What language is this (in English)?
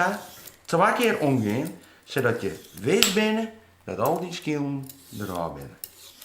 Western Frisian